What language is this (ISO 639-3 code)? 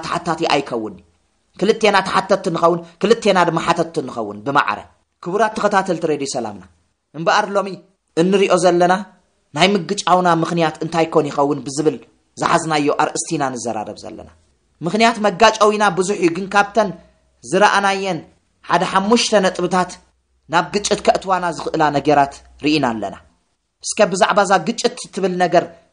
tir